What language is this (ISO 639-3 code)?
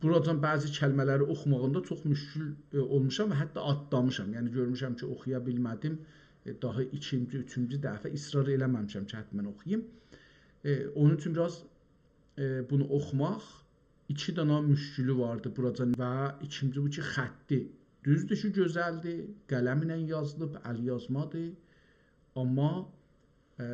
azb